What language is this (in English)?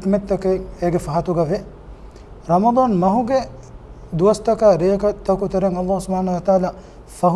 Divehi